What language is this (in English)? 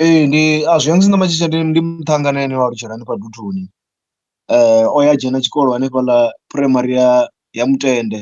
Venda